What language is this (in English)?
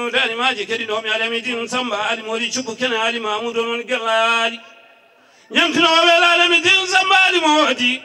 Fula